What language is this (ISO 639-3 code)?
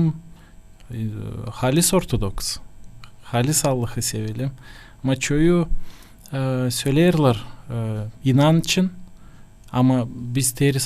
gag